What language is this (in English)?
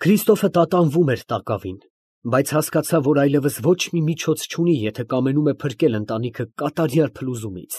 Armenian